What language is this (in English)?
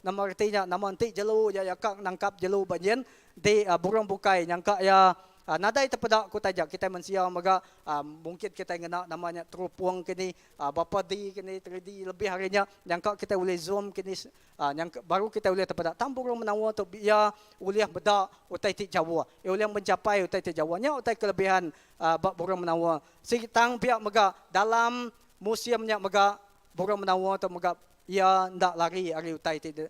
Iban